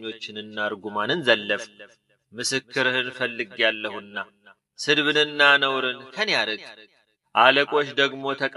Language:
Amharic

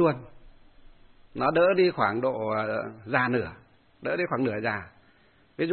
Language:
Vietnamese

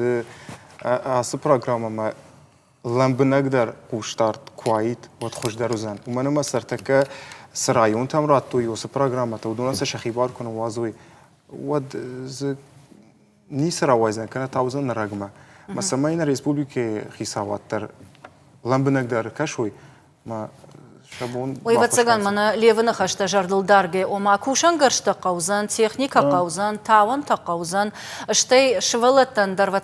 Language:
Ossetic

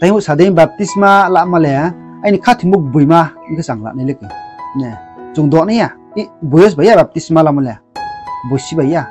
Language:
Riang (India)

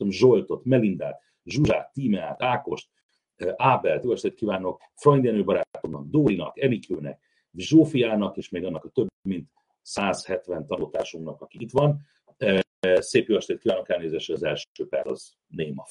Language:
Hungarian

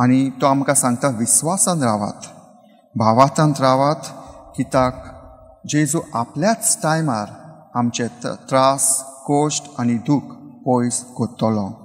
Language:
Konkani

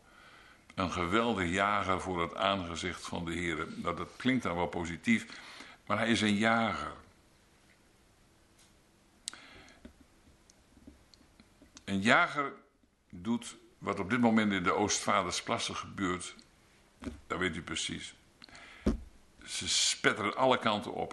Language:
Dutch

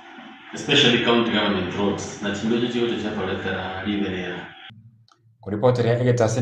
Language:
Gusii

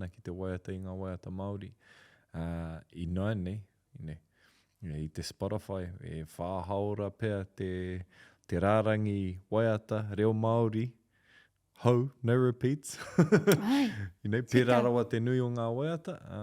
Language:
Māori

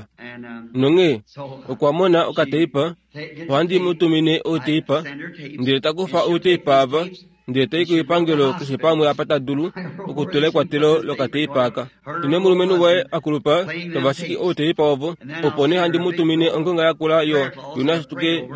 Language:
Kuanyama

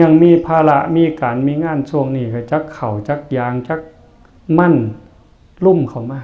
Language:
Northeastern Thai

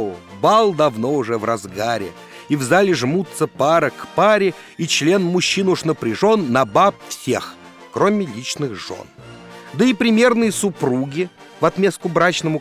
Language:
Russian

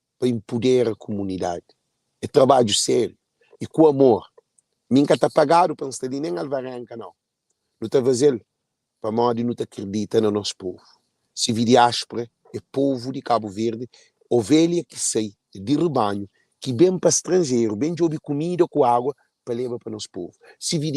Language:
Kabuverdianu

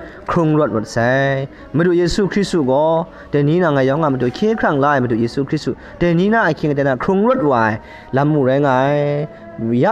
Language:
Kachin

